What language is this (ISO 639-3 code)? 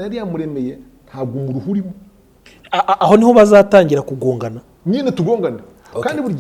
kin